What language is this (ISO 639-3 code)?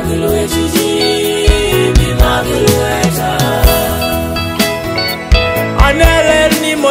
swa